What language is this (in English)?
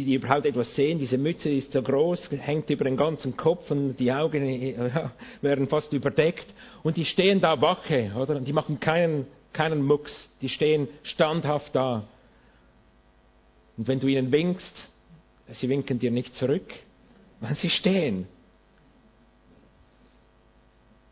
German